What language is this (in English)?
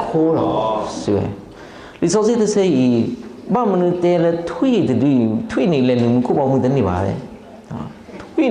S'gaw Karen